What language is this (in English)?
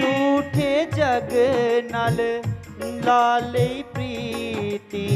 Dogri